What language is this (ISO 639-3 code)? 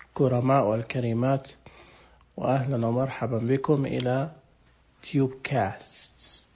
ars